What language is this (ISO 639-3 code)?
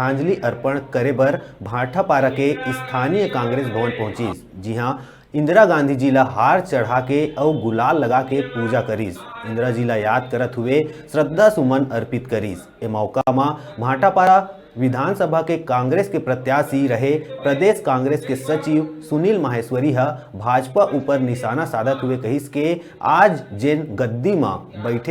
hne